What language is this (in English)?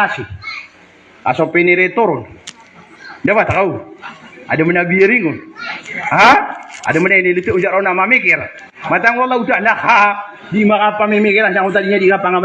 Maranao